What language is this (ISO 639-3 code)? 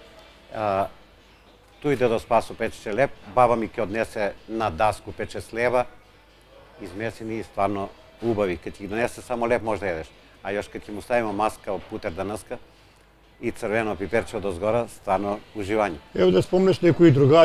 mkd